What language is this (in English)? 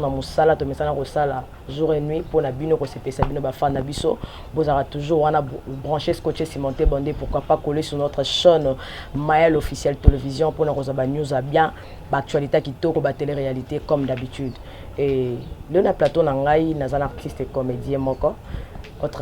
Lingala